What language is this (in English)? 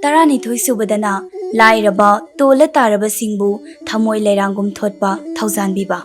Manipuri